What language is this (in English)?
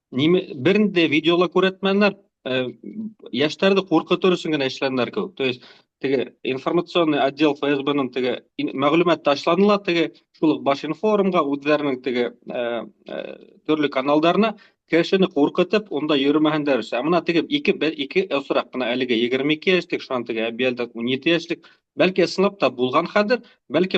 Bashkir